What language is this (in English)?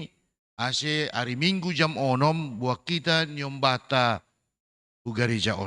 Batak Simalungun